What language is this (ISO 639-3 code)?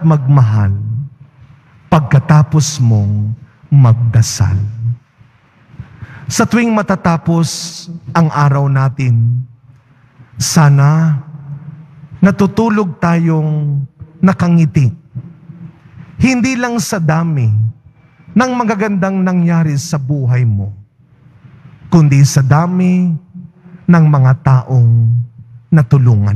fil